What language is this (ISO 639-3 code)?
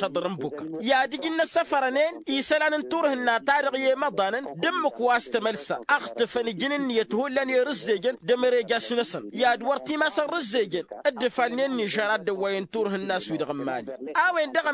taq